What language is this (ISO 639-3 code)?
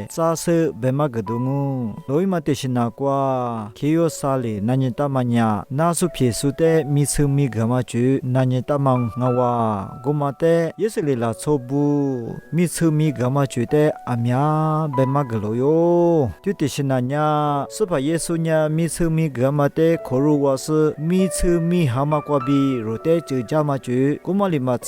lis